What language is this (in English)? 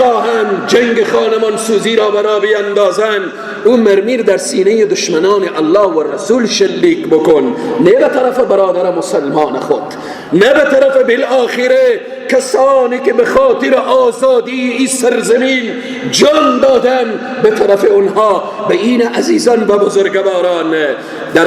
Persian